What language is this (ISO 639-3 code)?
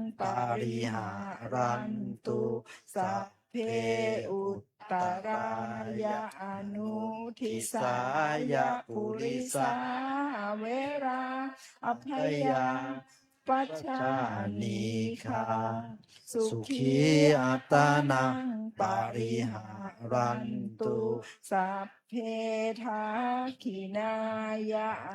pli